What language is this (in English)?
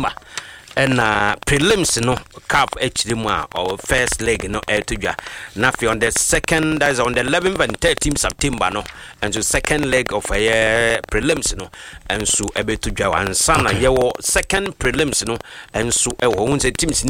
Akan